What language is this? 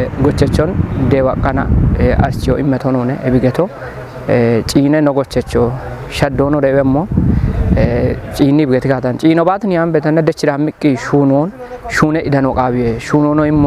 Kafa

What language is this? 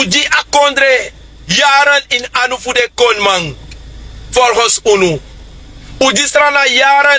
Sranan Tongo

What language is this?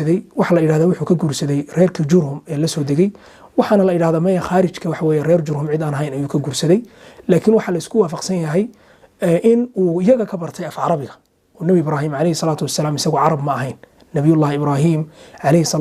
Somali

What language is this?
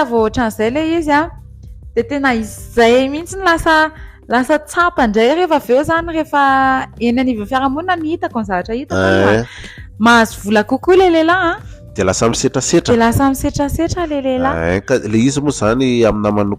Malagasy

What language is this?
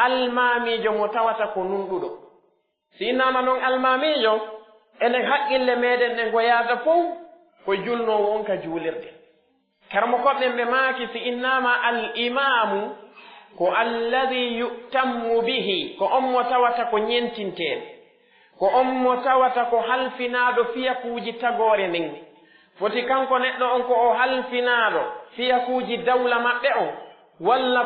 Pular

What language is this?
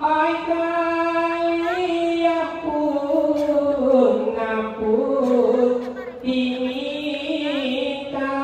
Minangkabau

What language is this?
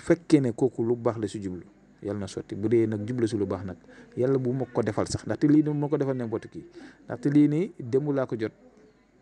Wolof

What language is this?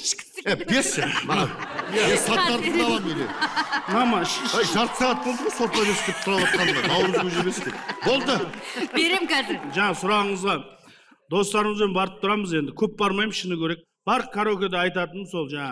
Kazakh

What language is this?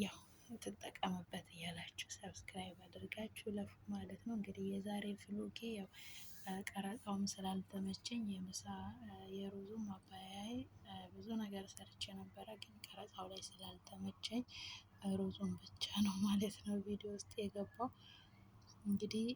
Amharic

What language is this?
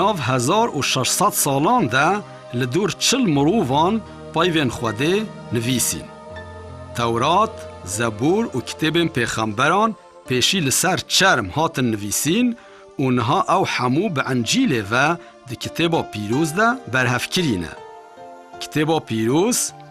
Kurdish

